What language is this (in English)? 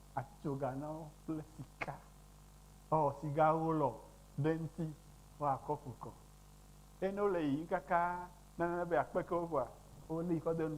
Ewe